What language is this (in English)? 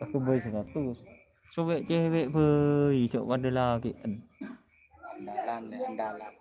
Madurese